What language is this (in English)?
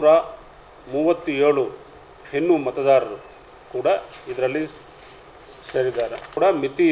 Kannada